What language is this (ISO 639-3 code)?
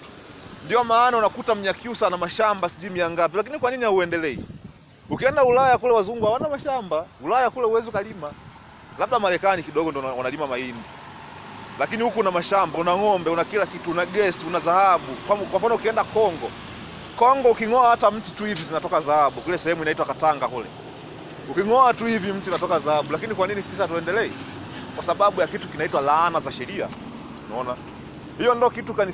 swa